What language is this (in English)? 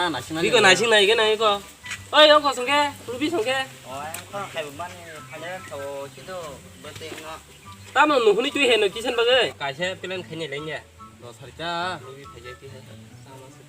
Kok Borok